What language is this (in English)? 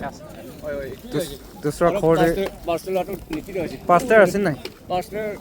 Naga Pidgin